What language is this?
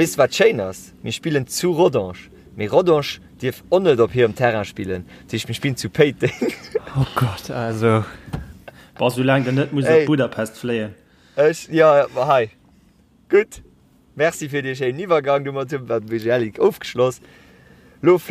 Luxembourgish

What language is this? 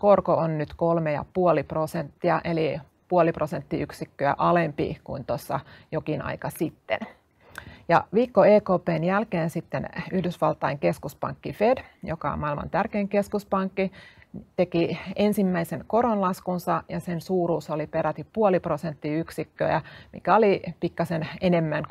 Finnish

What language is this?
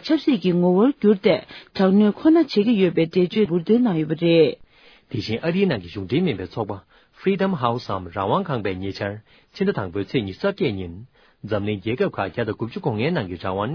Tibetan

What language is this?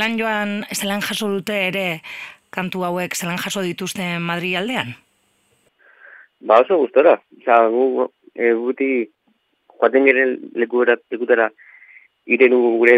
Basque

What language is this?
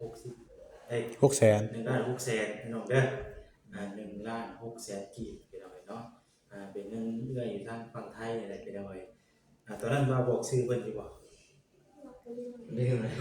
Northeastern Thai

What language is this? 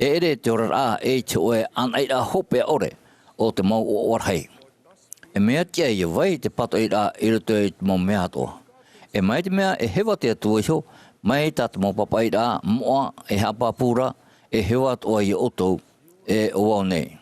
Tahitian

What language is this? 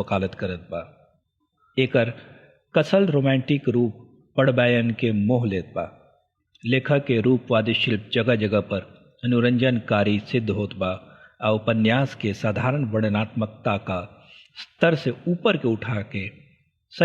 Bhojpuri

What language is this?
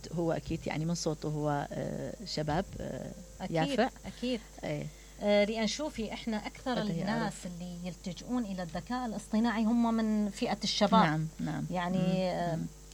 Mesopotamian Arabic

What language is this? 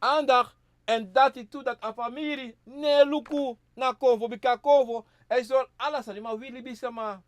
Sranan Tongo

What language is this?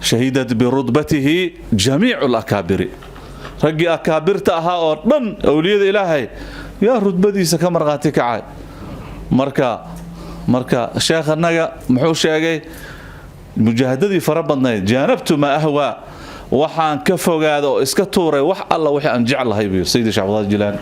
Somali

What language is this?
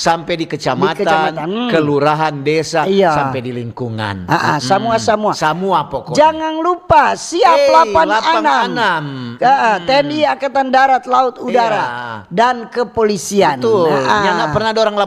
Manado Malay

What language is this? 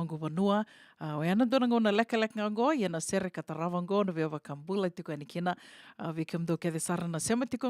Fijian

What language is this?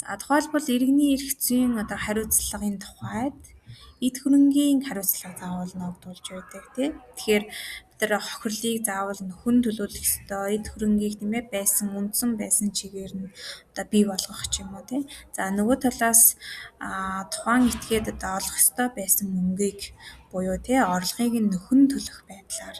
Mongolian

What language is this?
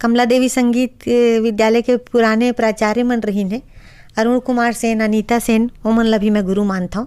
Chhattisgarhi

